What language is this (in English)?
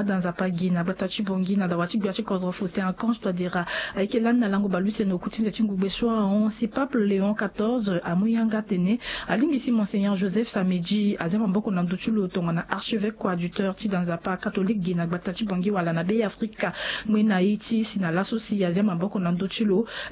Sango